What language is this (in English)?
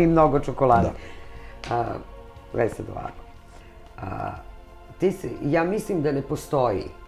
Serbian